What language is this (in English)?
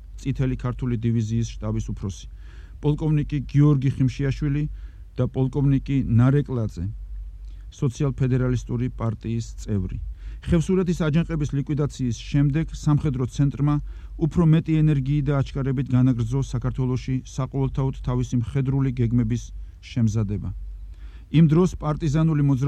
Georgian